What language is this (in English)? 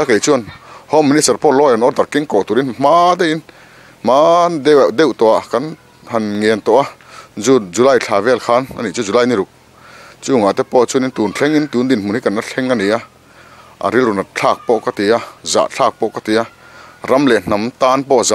Mizo